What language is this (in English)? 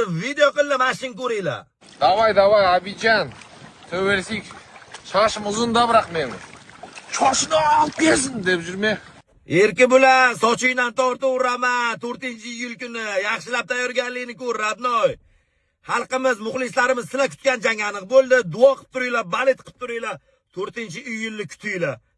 Uzbek